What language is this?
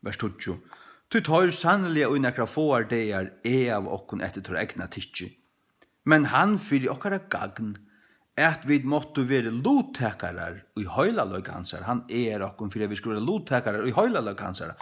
Faroese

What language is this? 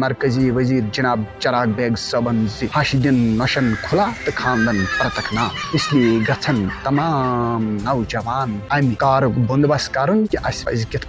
Kashmiri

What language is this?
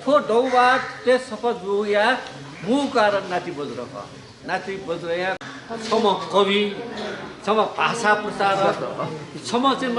Newari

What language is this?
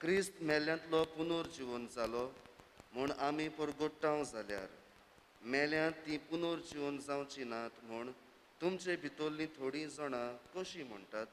Konkani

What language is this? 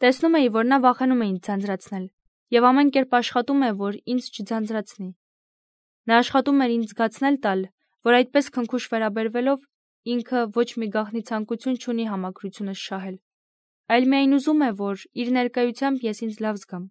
Armenian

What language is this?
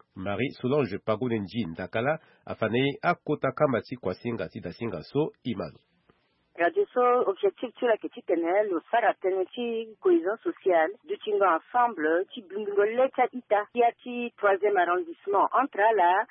Sango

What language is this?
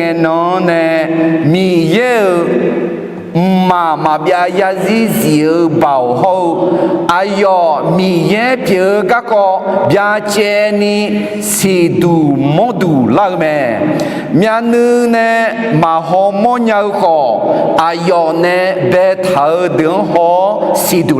Akha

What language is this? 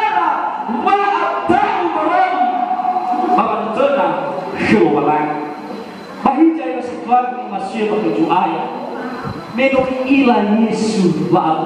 Nias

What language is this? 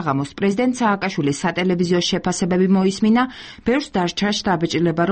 Georgian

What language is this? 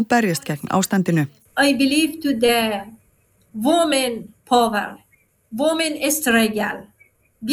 Icelandic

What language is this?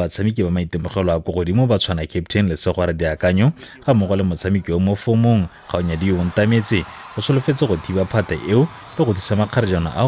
Tswana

